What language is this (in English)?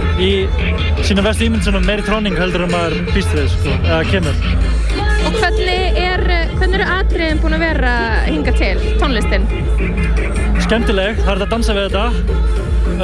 Icelandic